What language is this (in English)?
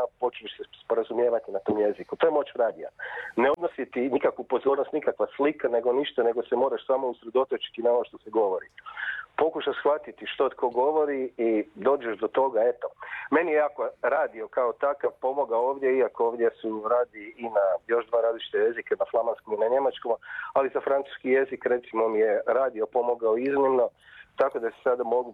Croatian